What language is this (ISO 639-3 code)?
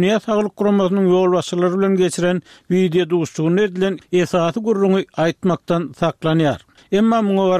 tuk